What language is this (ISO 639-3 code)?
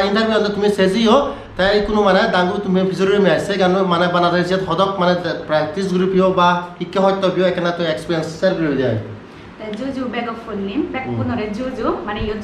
ccp